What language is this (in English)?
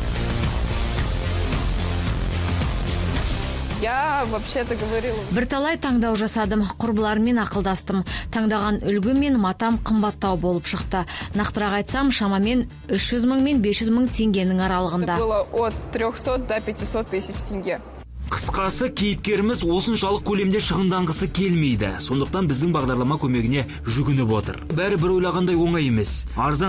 Kazakh